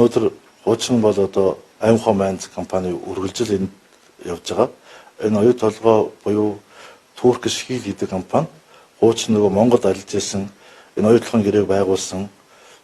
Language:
Mongolian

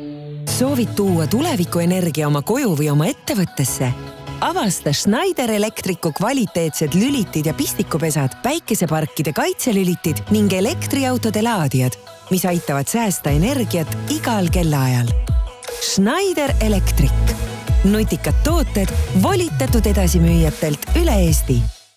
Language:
Estonian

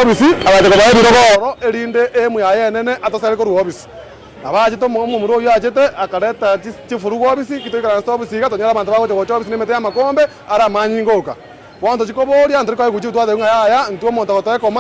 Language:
Gusii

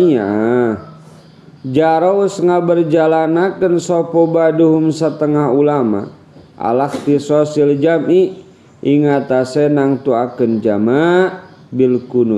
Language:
Sundanese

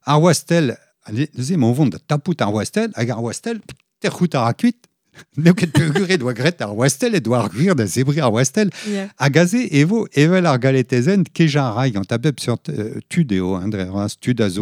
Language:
Breton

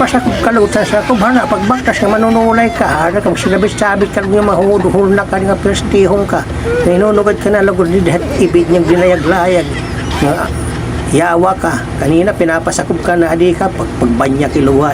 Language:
Waray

